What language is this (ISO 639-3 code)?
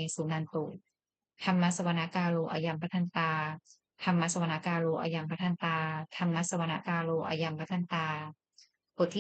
pli